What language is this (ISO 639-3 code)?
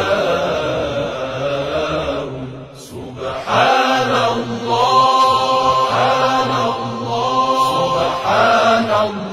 urd